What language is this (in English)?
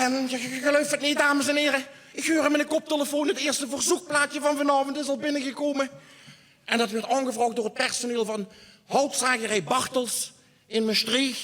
Limburgish